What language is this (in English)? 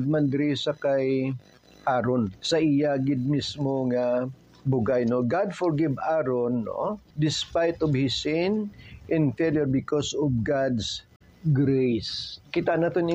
Hiligaynon